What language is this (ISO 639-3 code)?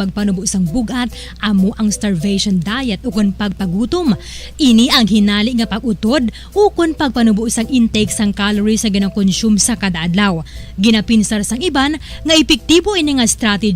hil